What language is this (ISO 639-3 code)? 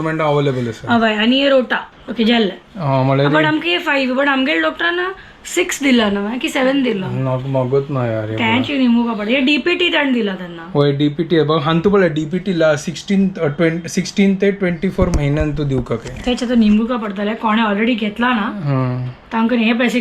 kok